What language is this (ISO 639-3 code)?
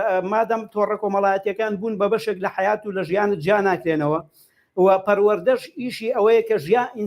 ckb